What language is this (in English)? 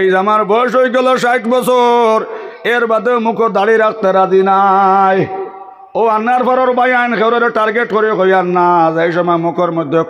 Sylheti